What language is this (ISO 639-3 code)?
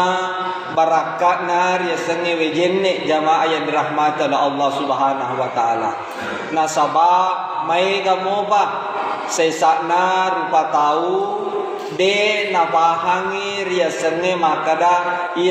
bug